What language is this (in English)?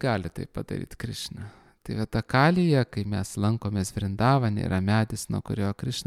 Lithuanian